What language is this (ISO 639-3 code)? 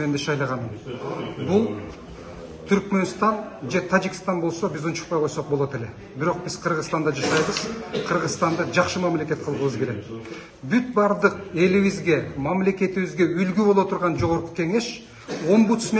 kir